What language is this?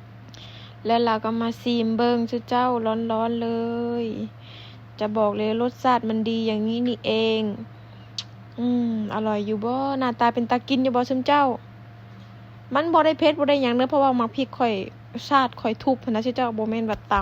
Lao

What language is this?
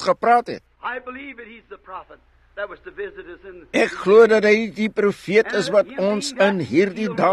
Afrikaans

